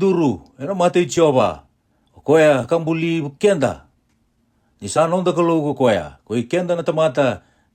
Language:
Fijian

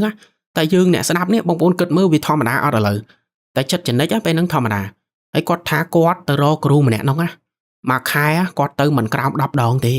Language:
Khmer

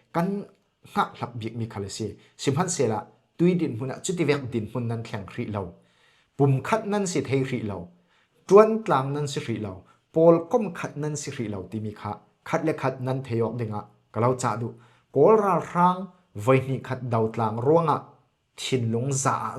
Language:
Falam Chin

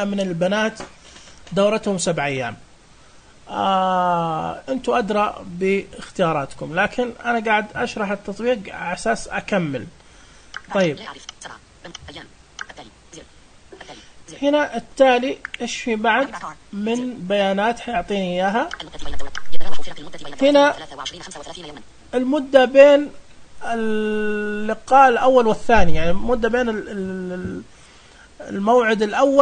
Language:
Najdi Arabic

